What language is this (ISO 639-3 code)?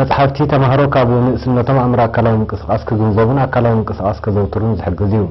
tir